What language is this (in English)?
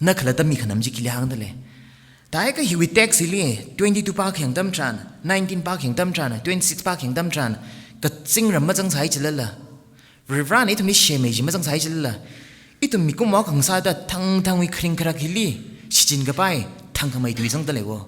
Tangkhul Naga (India)